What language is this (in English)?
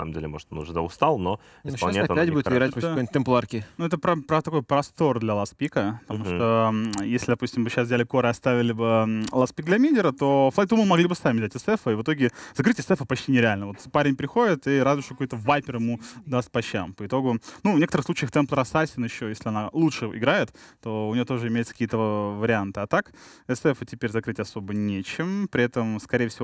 Russian